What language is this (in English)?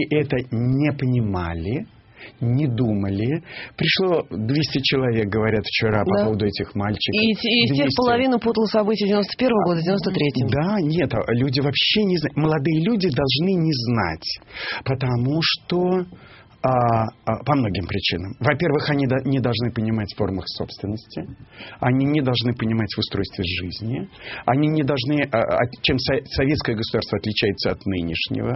Russian